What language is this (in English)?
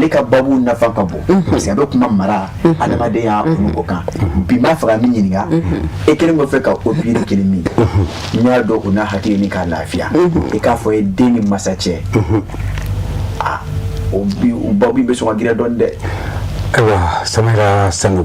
Bambara